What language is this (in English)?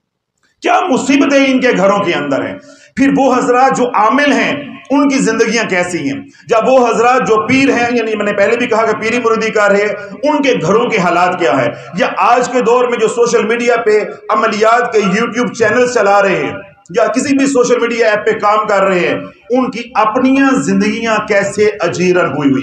Urdu